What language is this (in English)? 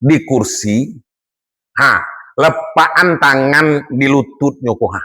Minangkabau